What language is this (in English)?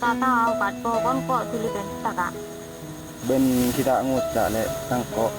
Madurese